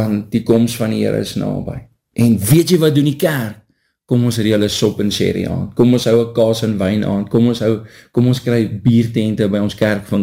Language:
Afrikaans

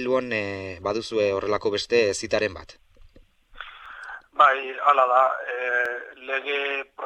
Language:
Basque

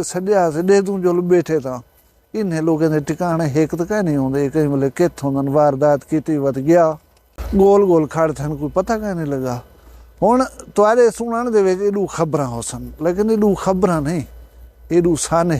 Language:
Saraiki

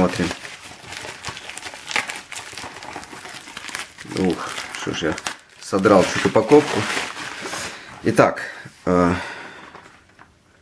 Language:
Russian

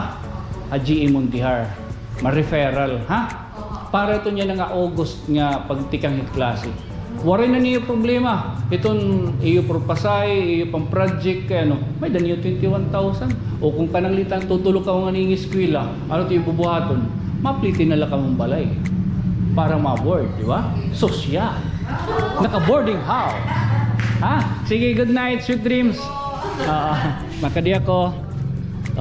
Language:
Waray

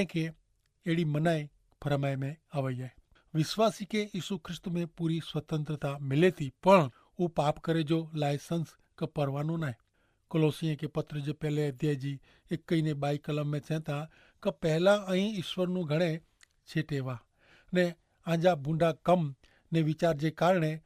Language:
Kachhi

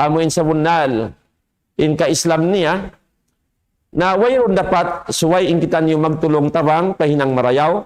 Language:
Tausug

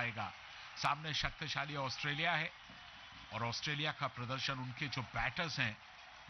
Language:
Hindi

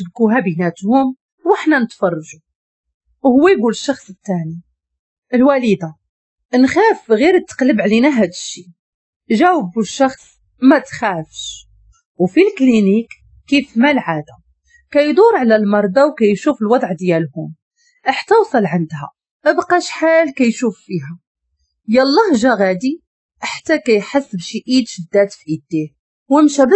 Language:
Moroccan Arabic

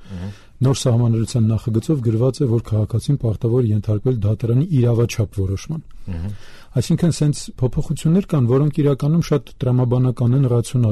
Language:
Armenian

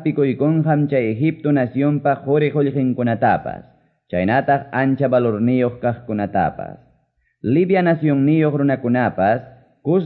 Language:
Quechua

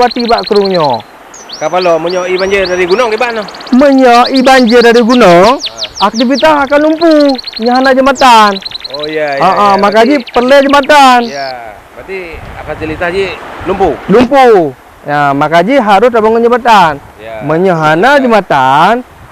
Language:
Achinese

